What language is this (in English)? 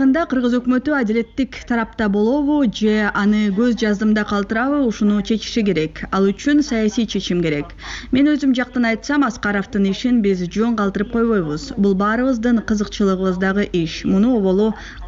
Kyrgyz